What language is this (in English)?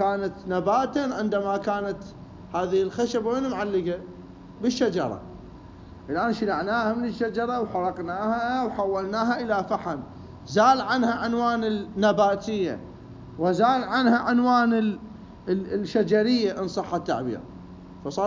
Mesopotamian Arabic